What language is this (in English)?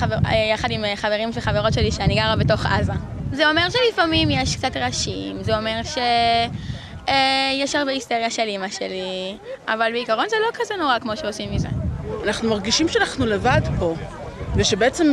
Hebrew